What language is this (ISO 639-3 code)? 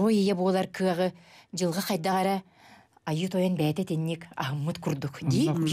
sah